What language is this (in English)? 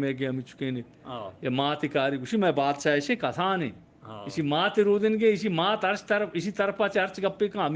Eastern Balochi